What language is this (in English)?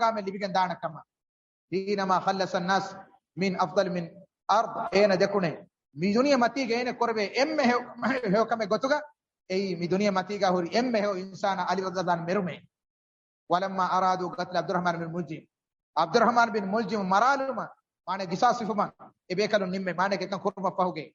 Divehi